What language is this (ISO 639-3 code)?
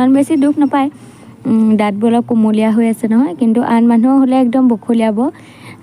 asm